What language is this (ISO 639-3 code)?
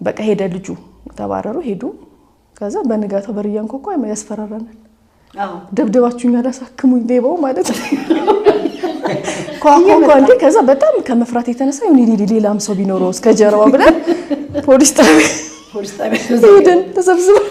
amh